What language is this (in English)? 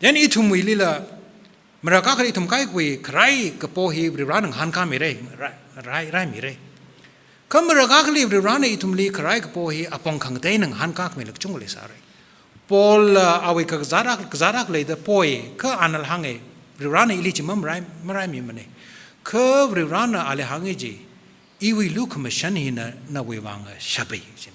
Tangkhul Naga (India)